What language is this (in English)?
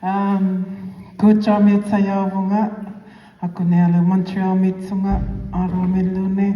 Inuktitut